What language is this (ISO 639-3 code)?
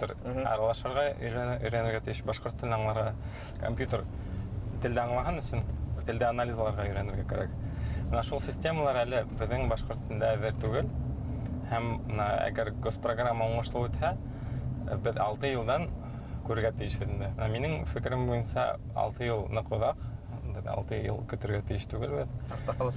bak